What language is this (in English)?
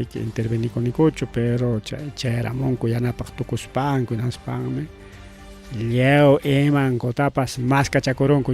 Ayacucho Quechua